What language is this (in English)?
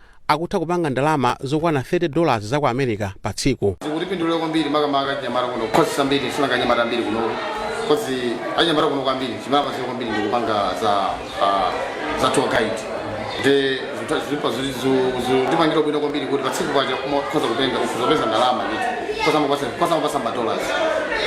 Nyanja